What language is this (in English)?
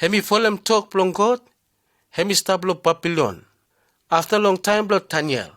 Bislama